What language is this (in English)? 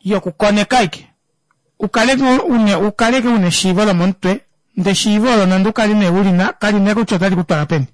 Kuanyama